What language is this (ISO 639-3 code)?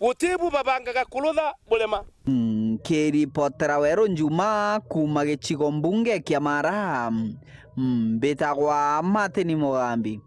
mer